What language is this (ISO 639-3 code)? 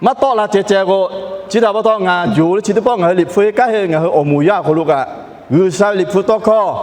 lhu